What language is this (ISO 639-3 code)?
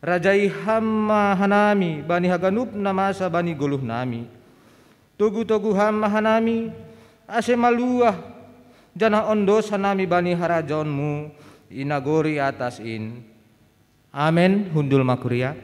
bts